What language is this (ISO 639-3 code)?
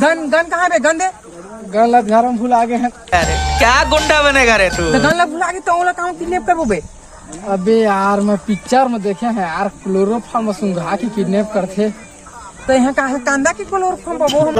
hne